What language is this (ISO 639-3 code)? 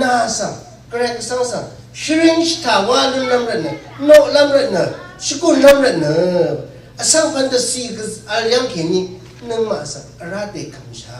raw